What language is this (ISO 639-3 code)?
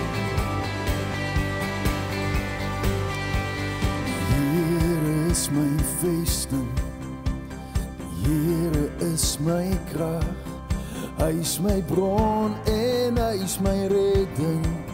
afr